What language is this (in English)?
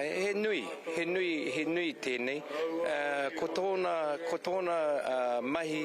Māori